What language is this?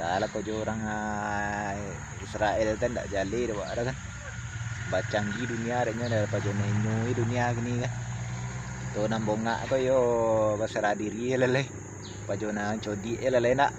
Minangkabau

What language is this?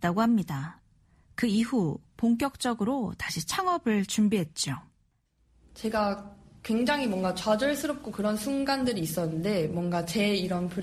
Korean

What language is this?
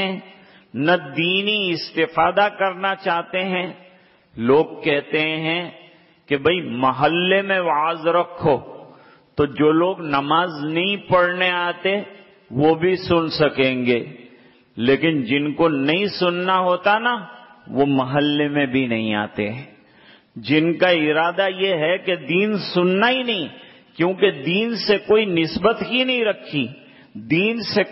Urdu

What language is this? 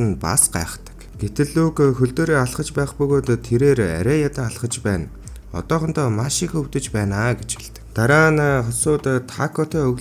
Mongolian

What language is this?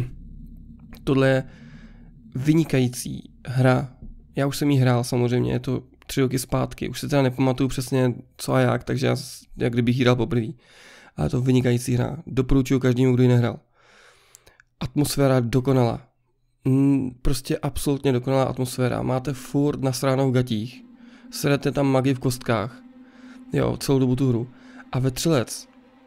Czech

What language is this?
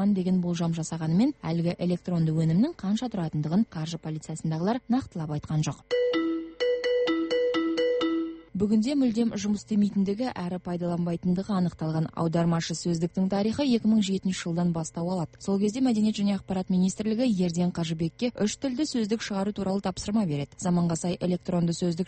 Kazakh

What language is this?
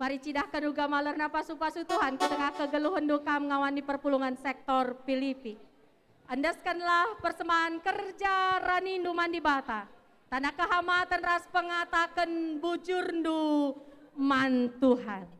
Batak Karo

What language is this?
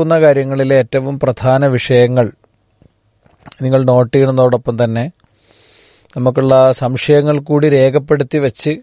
Malayalam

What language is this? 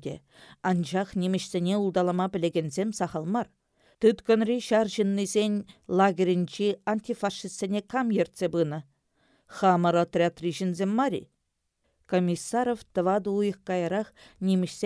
Chuvash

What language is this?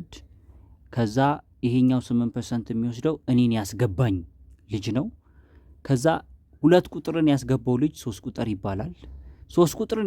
Amharic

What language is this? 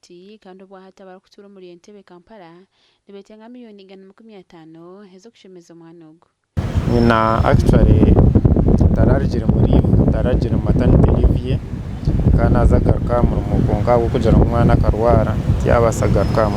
Nyankole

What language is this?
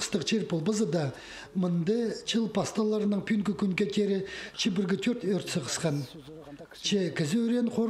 Khakas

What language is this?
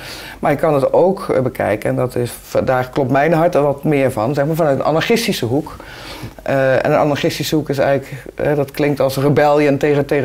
Dutch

